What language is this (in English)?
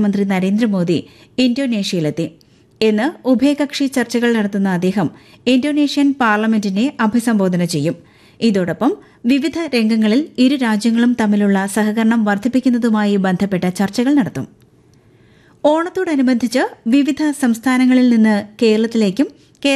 Malayalam